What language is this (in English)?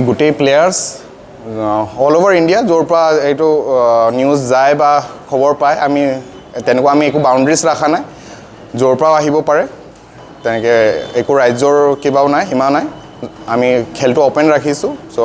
Assamese